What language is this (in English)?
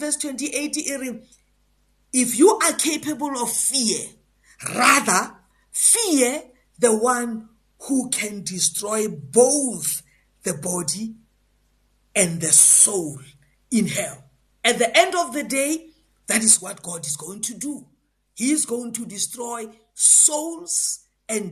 English